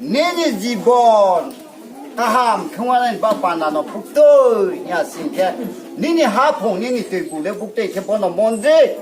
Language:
Riang (India)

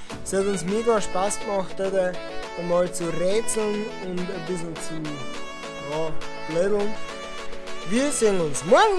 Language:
Bavarian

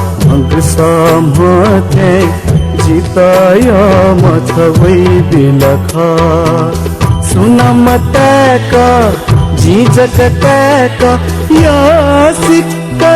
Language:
Newari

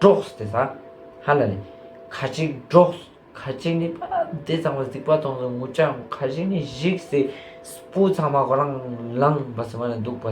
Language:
Ladakhi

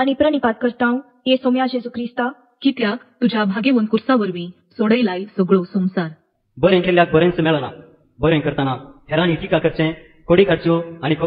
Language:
Konkani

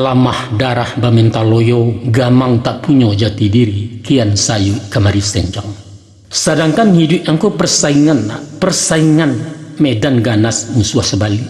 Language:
Minangkabau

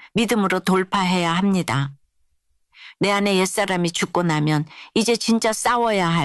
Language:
Korean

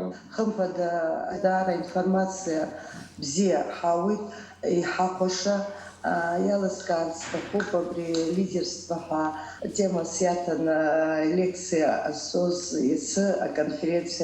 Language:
Abkhazian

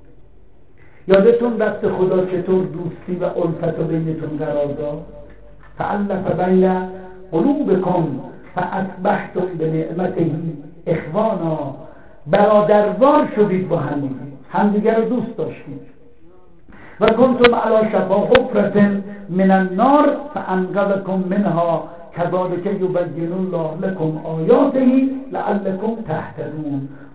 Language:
Persian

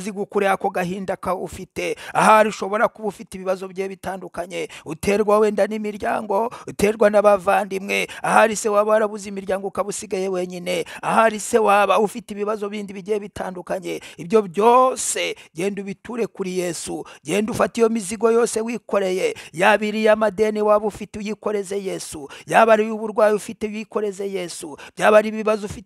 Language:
Kinyarwanda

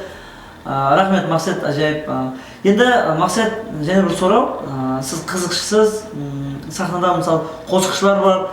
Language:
Kara-Kalpak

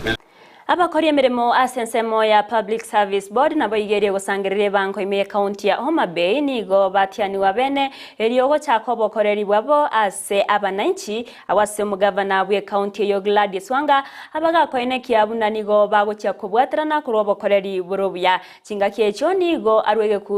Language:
Gusii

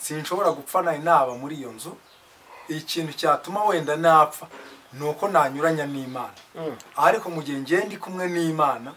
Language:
Kinyarwanda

